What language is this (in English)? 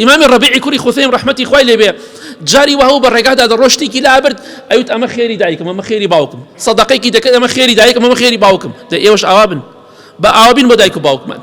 Central Kurdish